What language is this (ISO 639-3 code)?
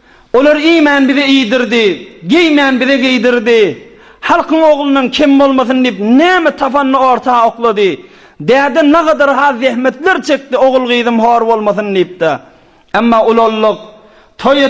tuk